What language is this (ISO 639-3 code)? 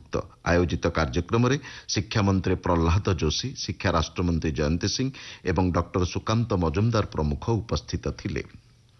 ori